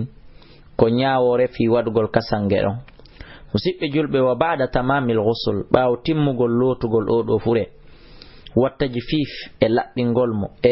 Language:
Fula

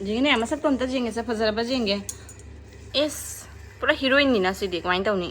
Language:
Manipuri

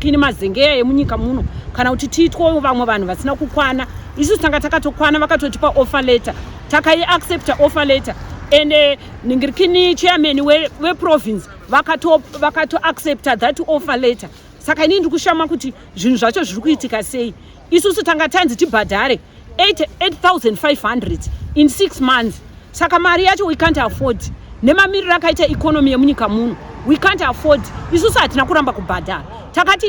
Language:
Shona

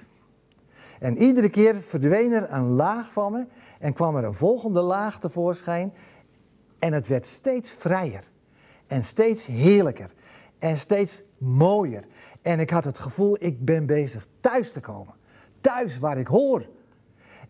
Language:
Dutch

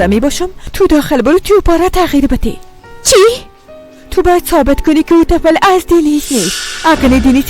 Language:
Persian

